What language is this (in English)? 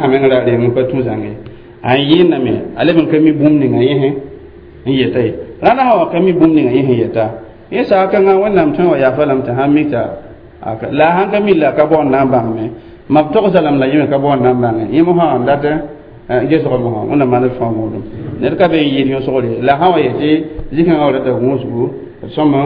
Mossi